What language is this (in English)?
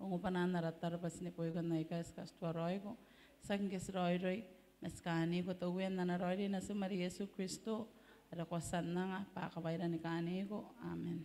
Gilbertese